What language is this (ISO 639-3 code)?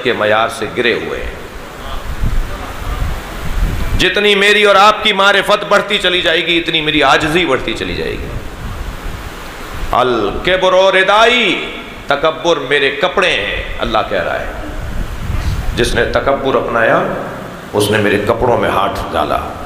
urd